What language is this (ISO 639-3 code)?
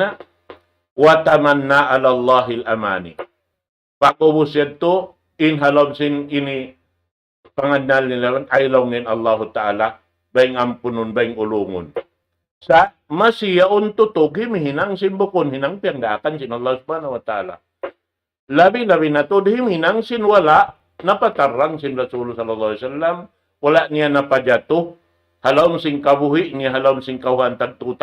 tsg